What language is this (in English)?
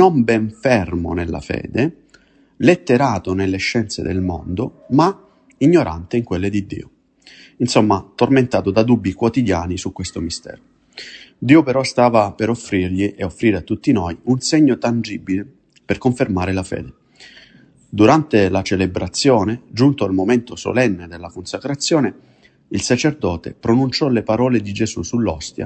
Italian